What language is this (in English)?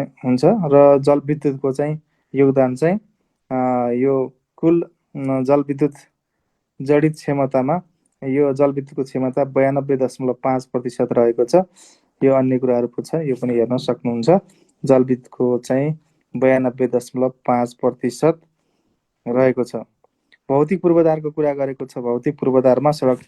Nepali